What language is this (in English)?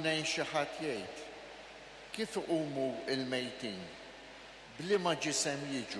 Maltese